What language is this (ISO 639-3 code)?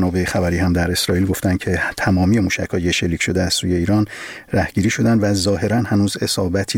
fas